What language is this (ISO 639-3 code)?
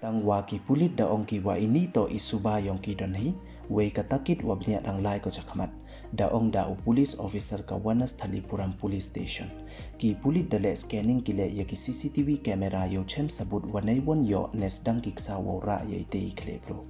pbv